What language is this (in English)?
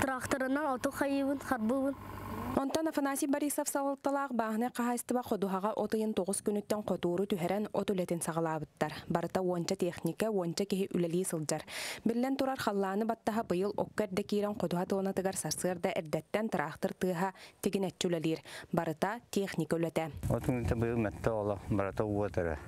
Yakut